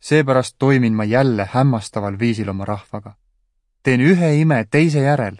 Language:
Estonian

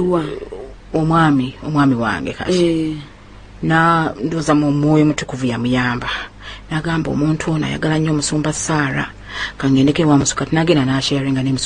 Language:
Ganda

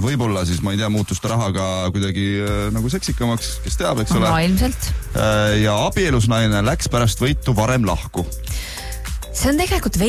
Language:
Estonian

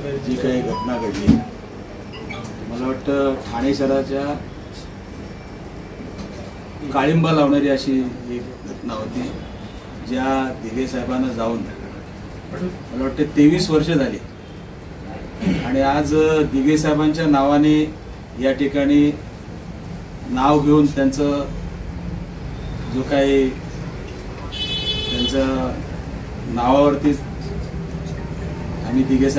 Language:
Marathi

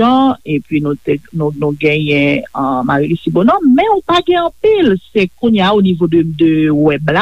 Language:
Haitian Creole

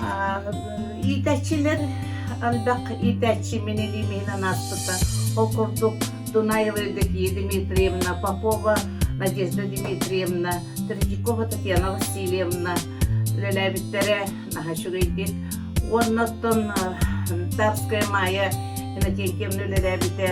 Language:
Yakut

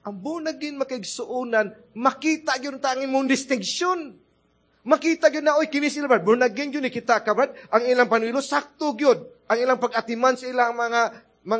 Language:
Cebuano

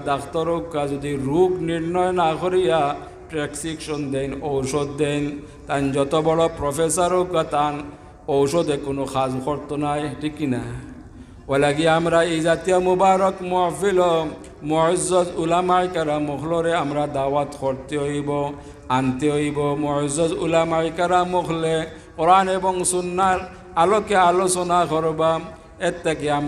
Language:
Sylheti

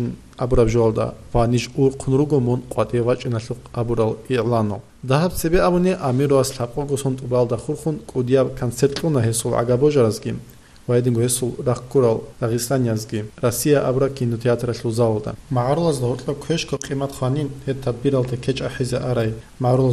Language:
Avaric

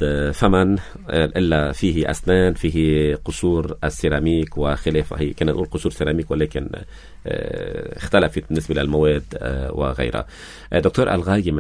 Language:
North Levantine Arabic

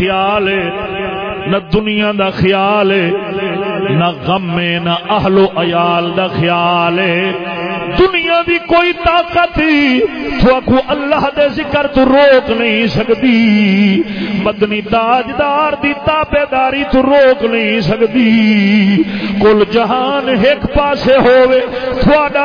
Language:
Saraiki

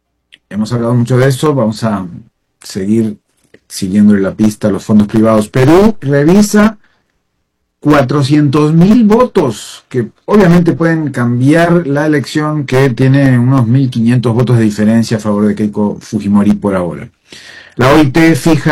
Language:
Spanish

